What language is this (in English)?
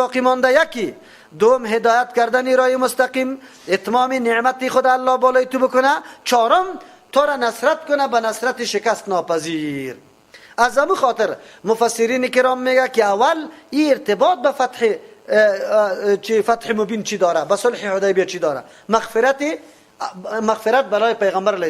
Persian